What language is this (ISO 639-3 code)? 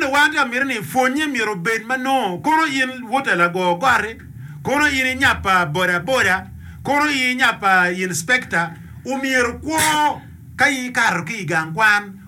ach